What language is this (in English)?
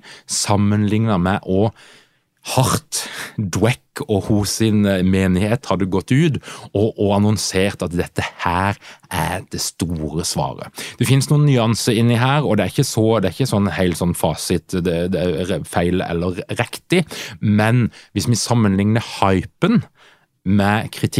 Norwegian